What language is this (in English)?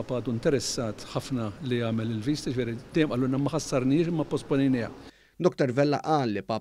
Maltese